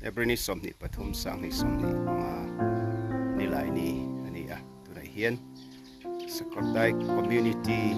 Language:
Mizo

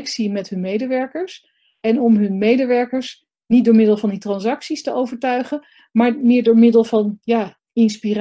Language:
Dutch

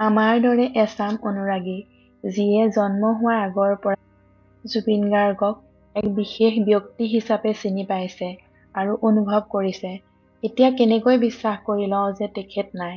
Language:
Assamese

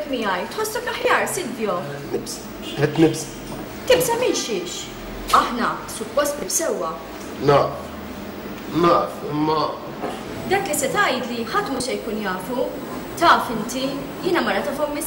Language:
Maltese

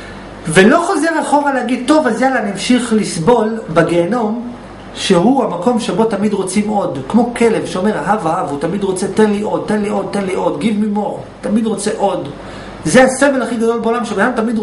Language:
Hebrew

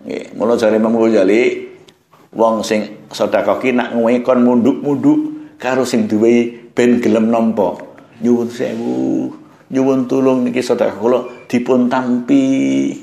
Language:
Javanese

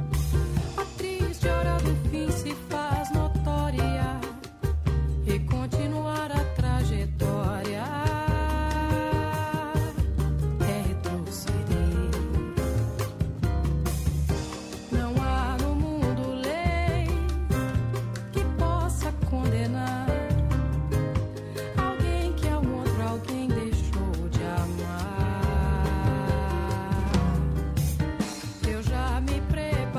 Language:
Portuguese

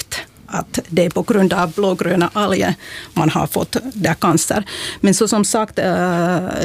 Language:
Swedish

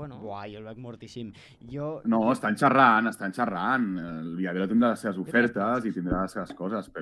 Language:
Catalan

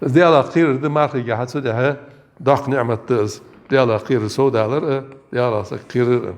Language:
Ingush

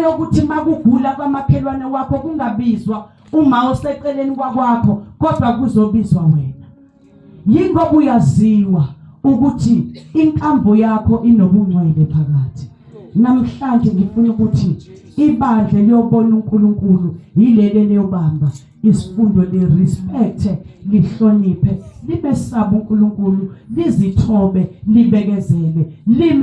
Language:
Zulu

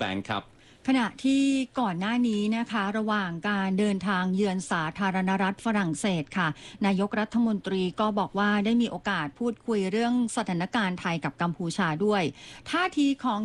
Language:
Thai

